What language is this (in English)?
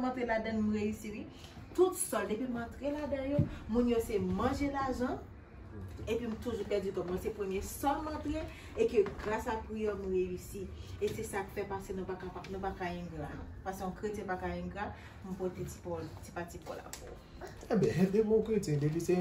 Haitian Creole